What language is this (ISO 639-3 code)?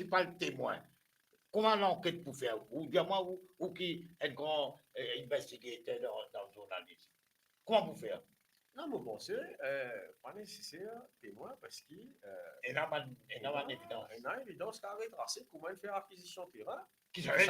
mfe